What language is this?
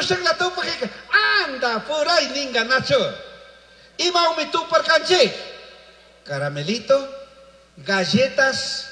Chimborazo Highland Quichua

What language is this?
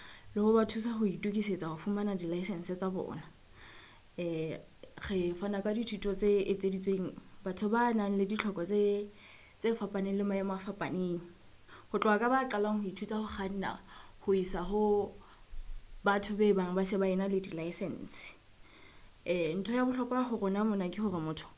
Southern Sotho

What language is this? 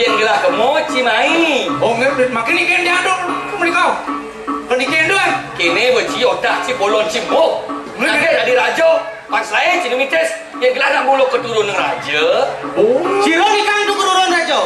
Balinese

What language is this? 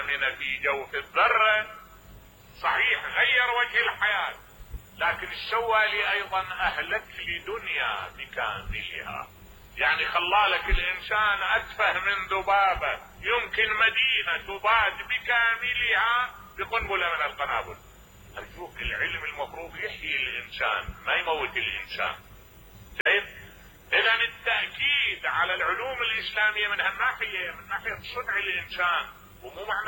Mesopotamian Arabic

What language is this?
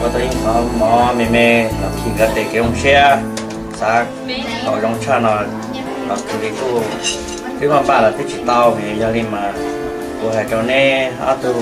Hmong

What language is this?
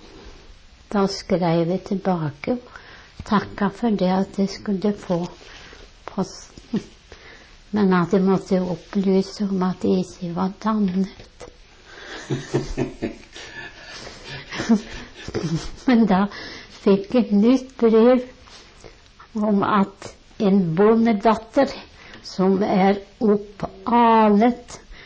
Norwegian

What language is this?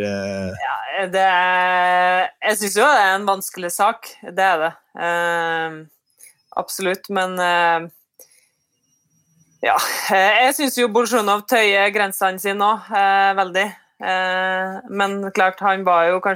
Norwegian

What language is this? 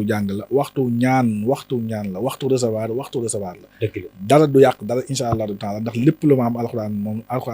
Wolof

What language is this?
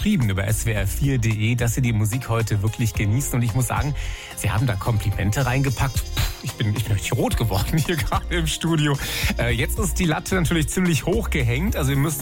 German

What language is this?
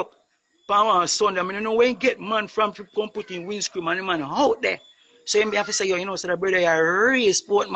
Jamaican Creole English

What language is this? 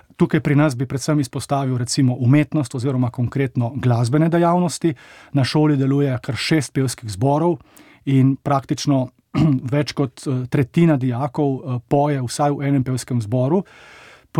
Slovenian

